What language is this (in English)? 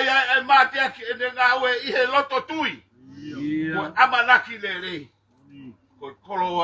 Tongan